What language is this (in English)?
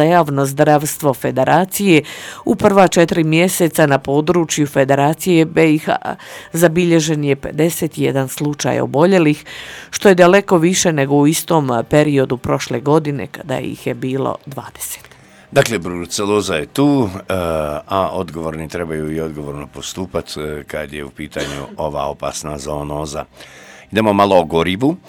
Croatian